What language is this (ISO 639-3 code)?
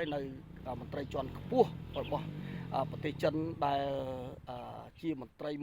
khm